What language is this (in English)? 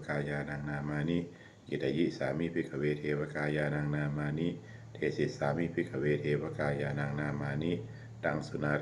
Pali